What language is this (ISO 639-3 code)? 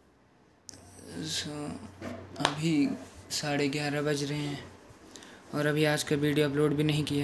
hin